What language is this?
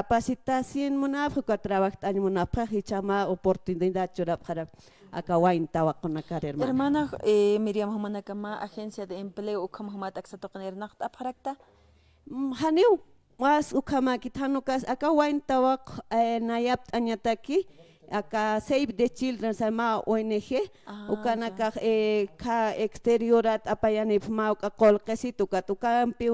Aymara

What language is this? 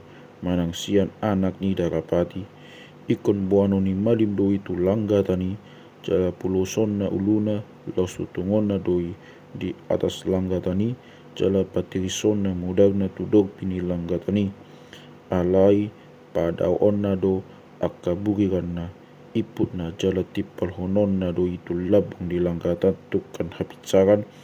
Batak Toba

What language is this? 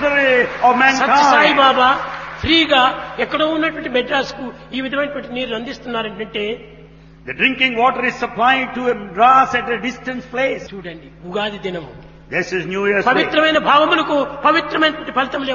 Telugu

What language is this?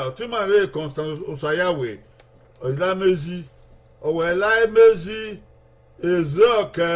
Bini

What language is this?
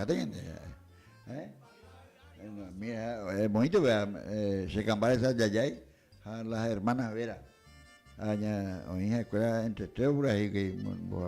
Guarani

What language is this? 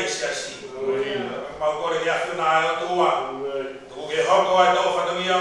Tongan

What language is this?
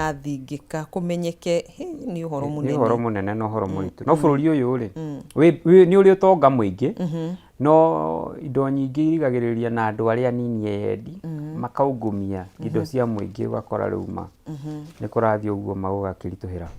Kikuyu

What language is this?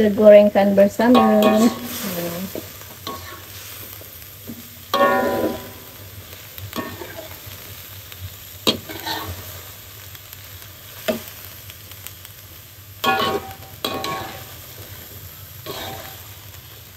Malay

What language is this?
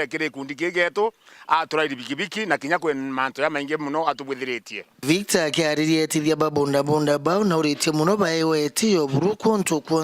Meru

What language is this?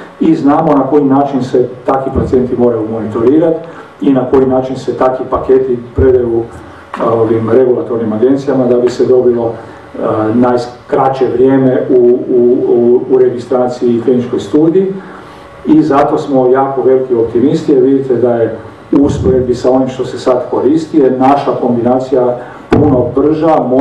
Croatian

